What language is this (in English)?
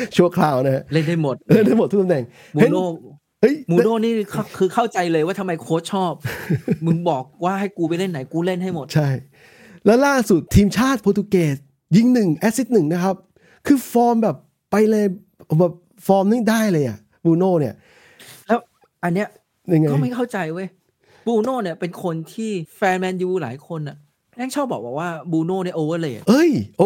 Thai